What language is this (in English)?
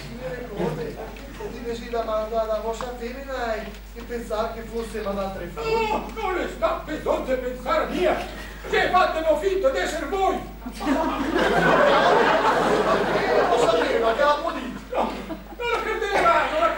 Italian